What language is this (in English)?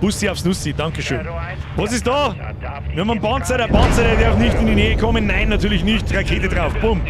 Bavarian